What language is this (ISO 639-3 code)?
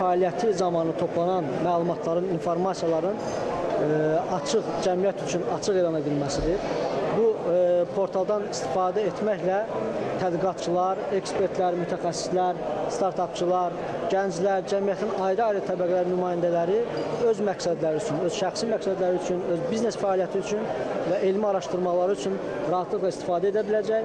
aze